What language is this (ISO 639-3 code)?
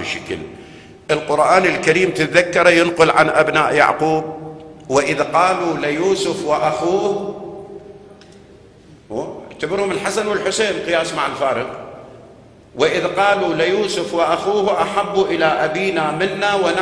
ara